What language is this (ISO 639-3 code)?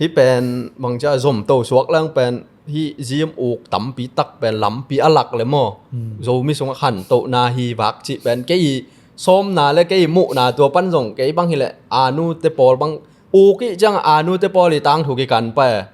ctd